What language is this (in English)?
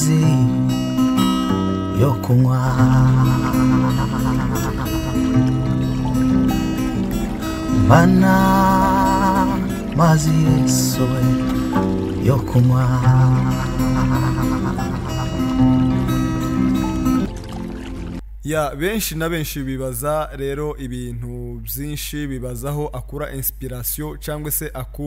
Kinyarwanda